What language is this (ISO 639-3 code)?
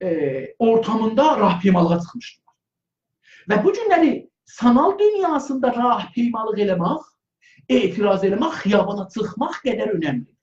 azb